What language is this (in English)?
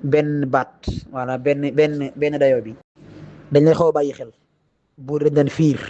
Wolof